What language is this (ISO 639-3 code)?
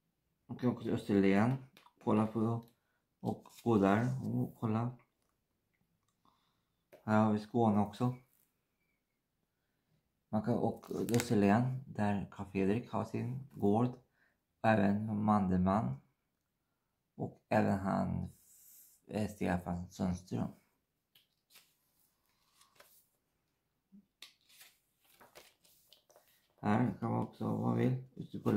swe